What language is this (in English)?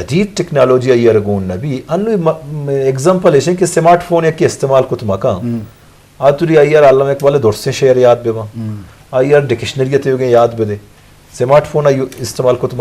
Eastern Balochi